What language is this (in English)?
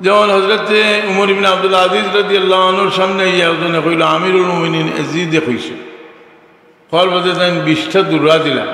Sylheti